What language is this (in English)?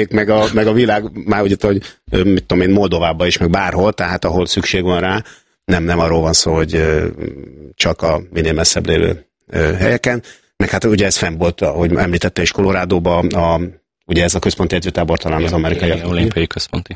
Hungarian